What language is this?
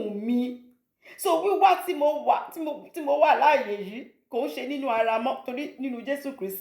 Yoruba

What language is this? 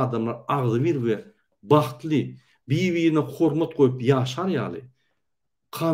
Turkmen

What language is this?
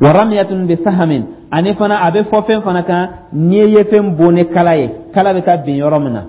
Dyula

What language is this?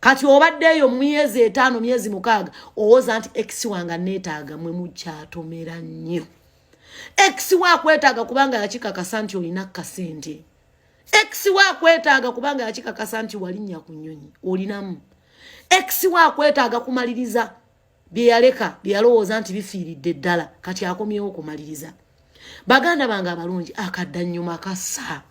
Ganda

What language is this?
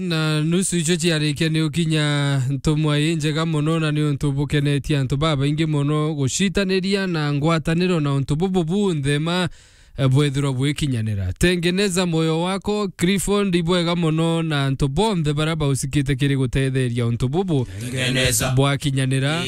Meru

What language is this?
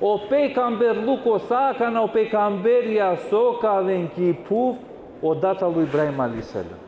Balkan Romani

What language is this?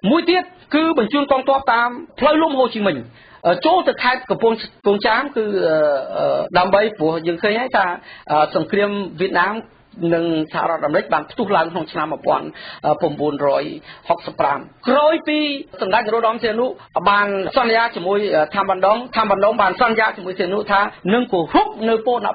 Khmer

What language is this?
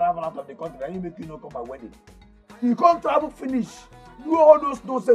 Nigerian Pidgin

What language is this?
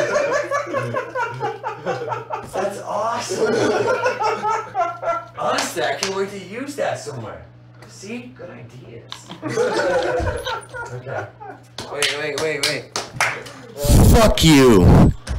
English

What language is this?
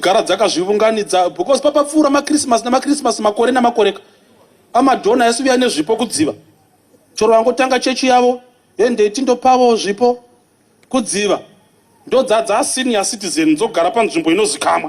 Shona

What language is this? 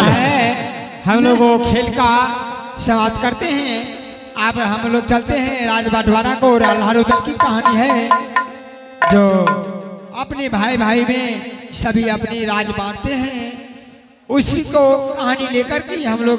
Maithili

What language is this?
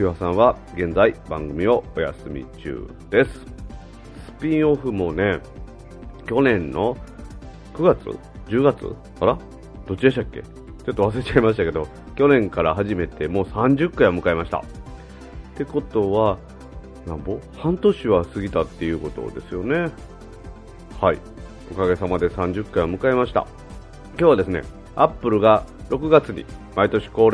Japanese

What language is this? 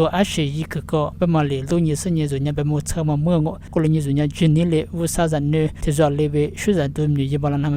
Lisu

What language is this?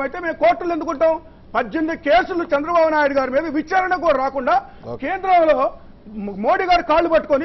Telugu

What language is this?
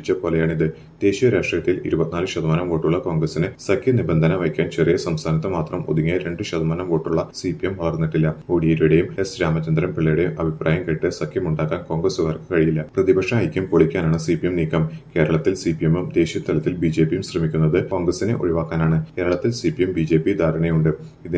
Malayalam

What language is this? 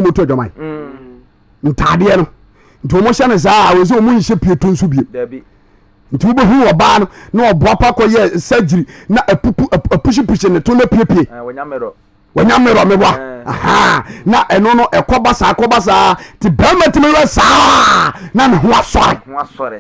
Akan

